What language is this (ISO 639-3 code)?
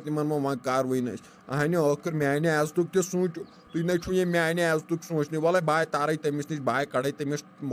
kas